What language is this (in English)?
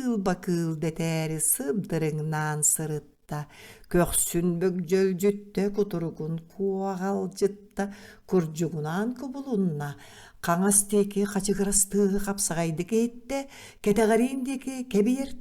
Yakut